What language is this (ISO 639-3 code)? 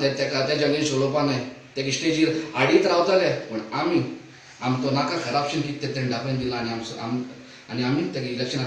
kok